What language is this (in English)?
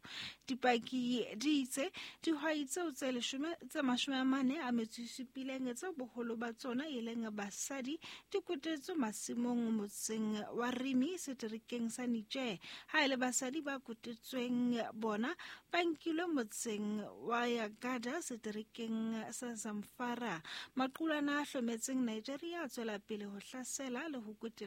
Southern Sotho